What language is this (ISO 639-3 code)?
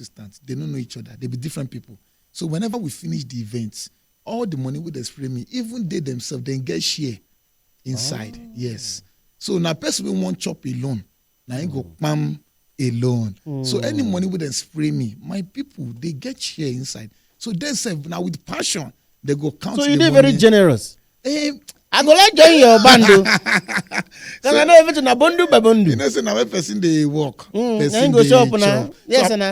pcm